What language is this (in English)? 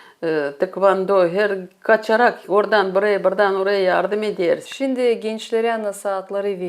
Gagauz